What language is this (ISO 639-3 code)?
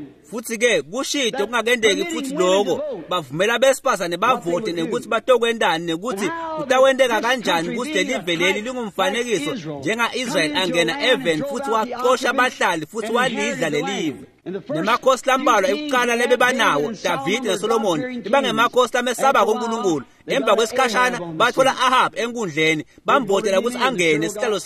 ssw